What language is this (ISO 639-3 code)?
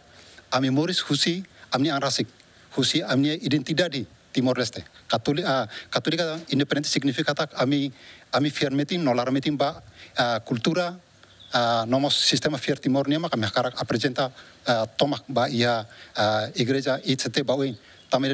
tet